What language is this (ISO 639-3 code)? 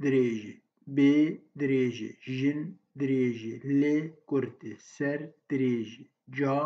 ckb